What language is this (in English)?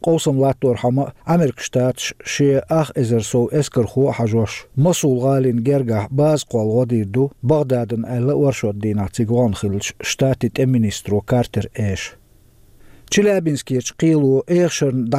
Chechen